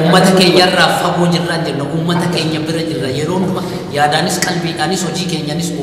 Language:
Oromo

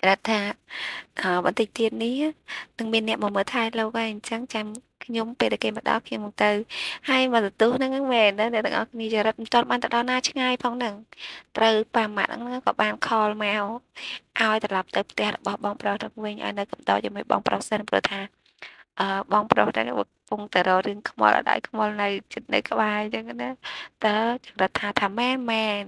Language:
Khmer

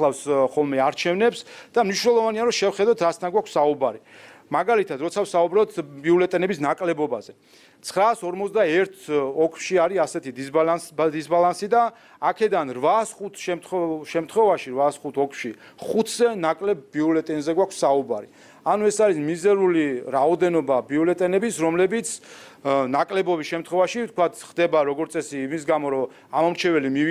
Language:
Georgian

